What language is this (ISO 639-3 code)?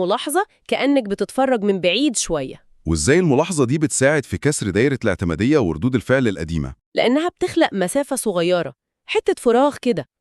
arz